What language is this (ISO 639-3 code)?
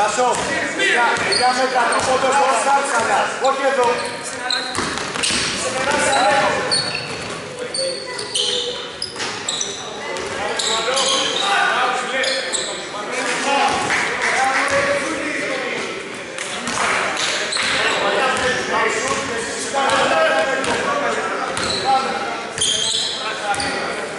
ell